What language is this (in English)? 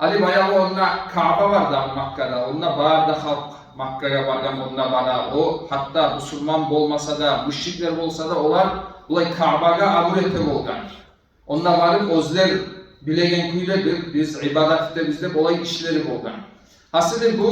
Kumyk